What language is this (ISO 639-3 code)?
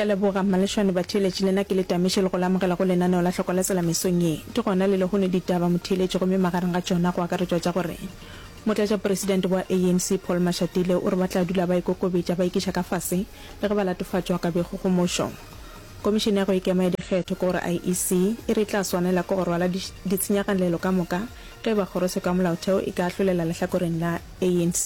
nso